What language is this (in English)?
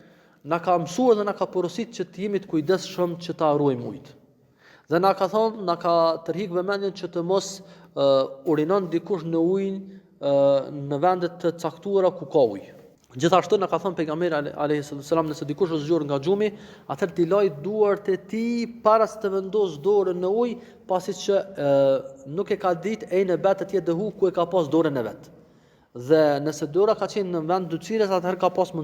Albanian